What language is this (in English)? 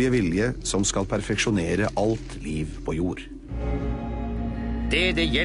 Norwegian